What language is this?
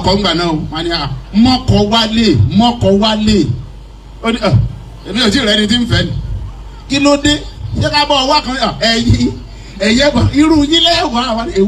Yoruba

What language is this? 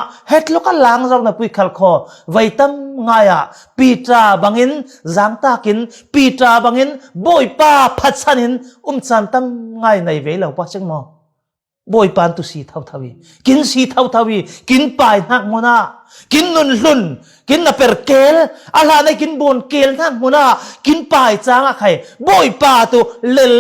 Falam Chin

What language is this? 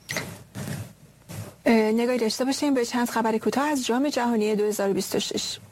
Persian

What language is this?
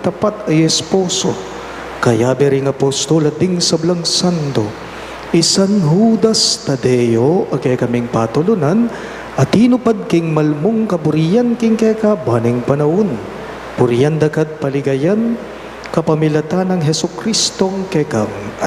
Pampanga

